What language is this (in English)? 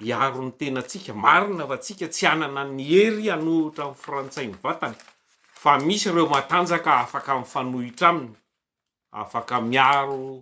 Malagasy